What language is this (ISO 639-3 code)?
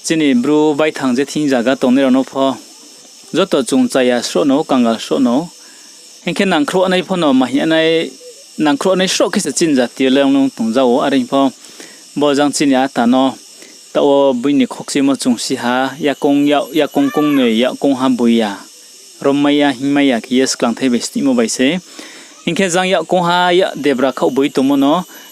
ria